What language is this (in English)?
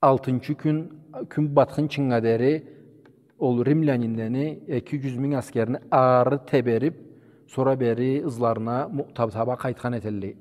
Karachay-Balkar